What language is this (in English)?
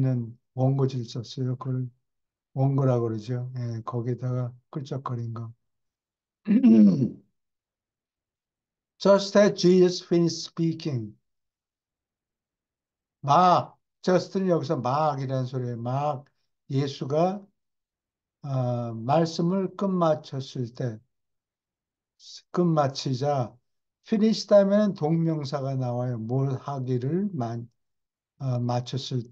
Korean